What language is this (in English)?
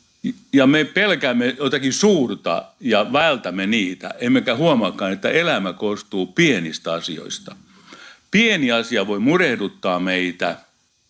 Finnish